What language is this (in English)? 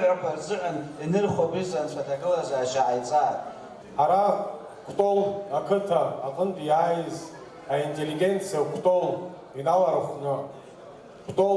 Abkhazian